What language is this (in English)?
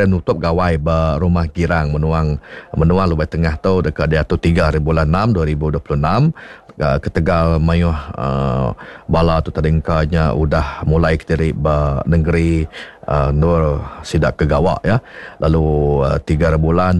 Iban